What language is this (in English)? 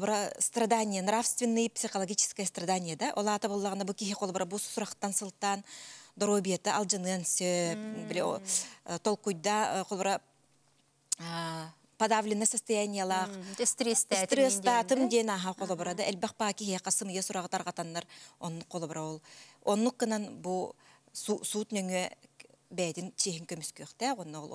Yakut